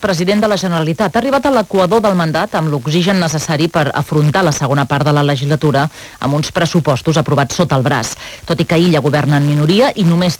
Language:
Catalan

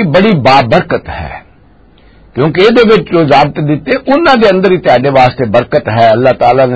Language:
Western Panjabi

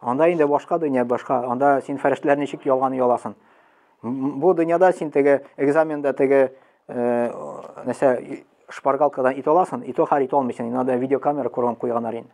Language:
Tatar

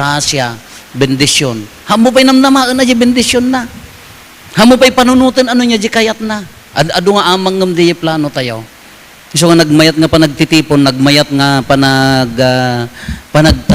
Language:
Iloko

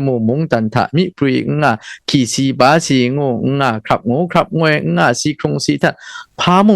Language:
Kachin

